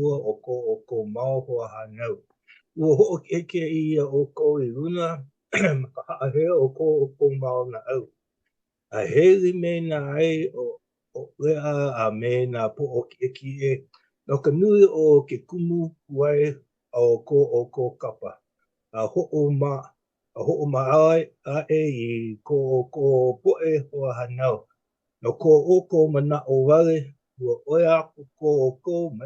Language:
Hawaiian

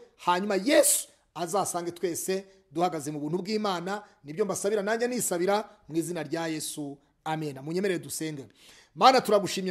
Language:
Kinyarwanda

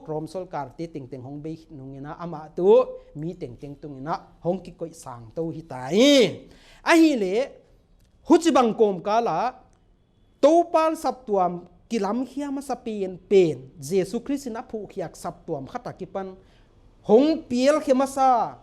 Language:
Paite Chin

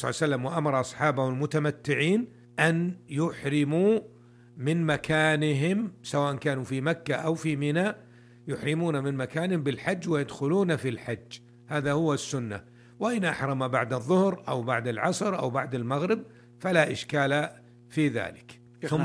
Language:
Arabic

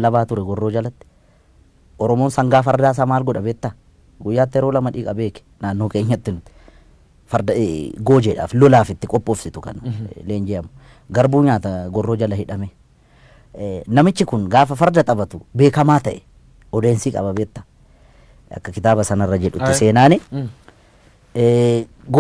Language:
Oromo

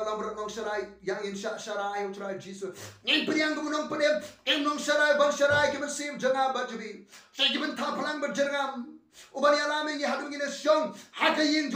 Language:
Khasi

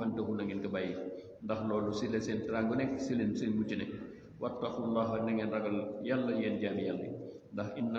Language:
Wolof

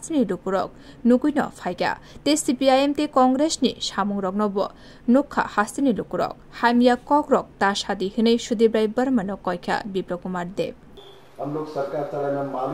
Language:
Kok Borok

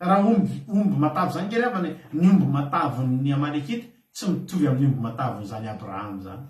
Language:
Malagasy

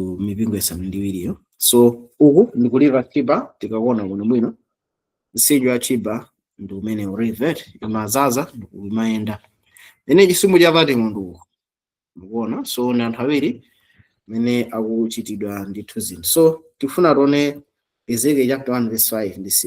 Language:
Nyanja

